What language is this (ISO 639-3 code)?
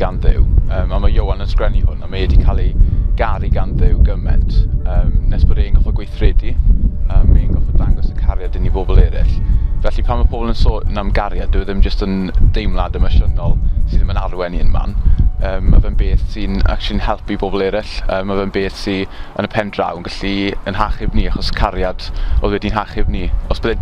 cym